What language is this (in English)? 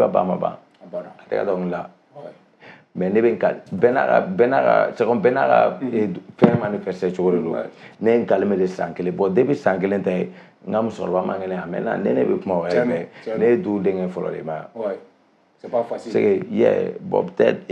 Bambara